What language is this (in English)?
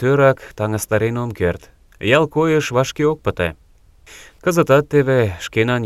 Mari